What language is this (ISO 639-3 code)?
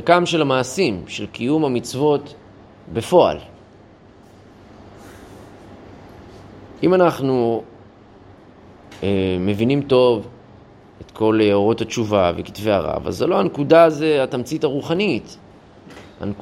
heb